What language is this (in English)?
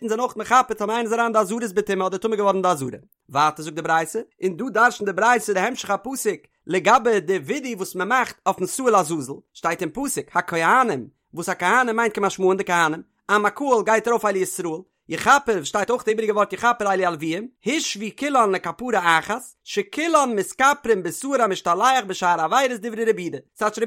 Yiddish